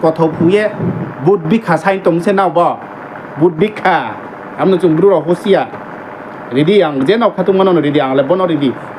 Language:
Riang (India)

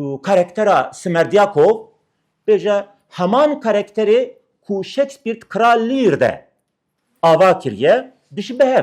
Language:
Kurdish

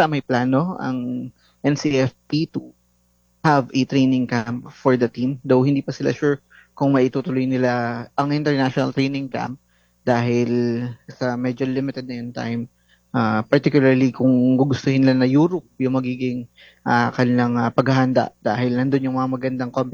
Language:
Filipino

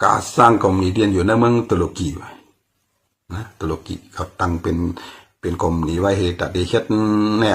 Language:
Shan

